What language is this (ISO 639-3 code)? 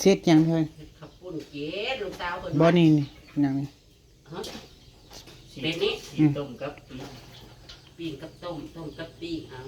tts